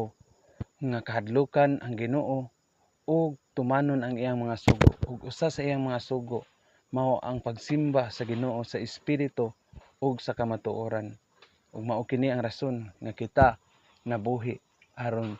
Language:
Cebuano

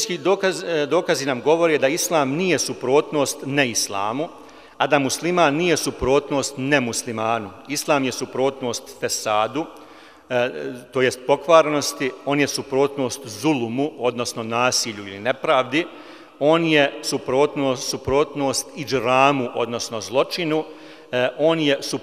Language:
Bosnian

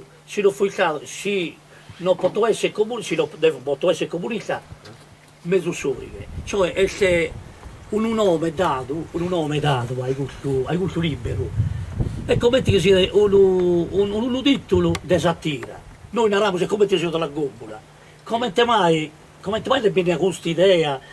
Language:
Sardinian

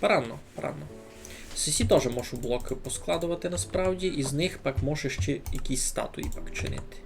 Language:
Rusyn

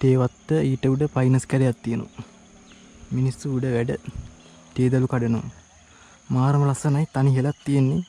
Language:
Sinhala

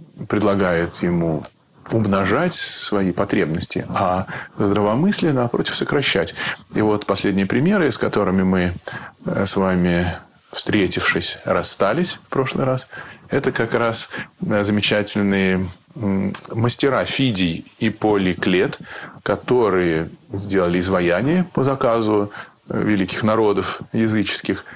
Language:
Russian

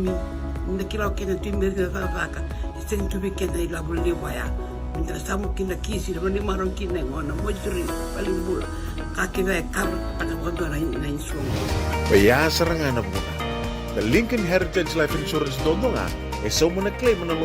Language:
Fijian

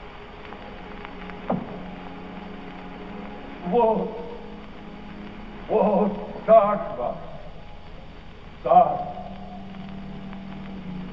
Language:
Czech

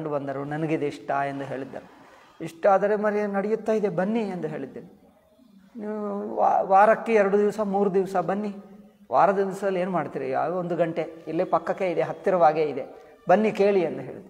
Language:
Kannada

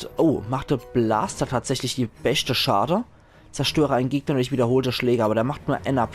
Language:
Palatine German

